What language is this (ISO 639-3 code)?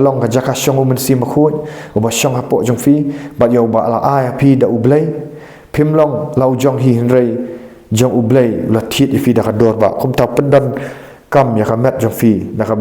kha